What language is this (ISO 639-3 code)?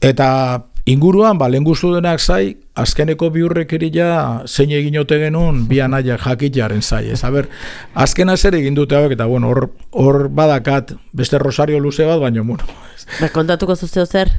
eus